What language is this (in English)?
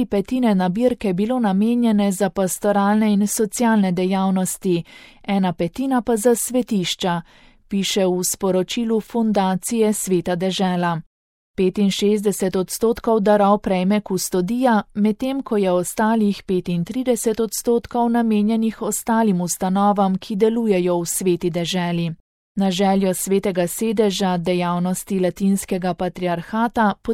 Slovenian